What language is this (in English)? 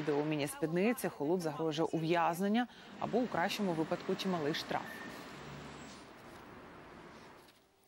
Ukrainian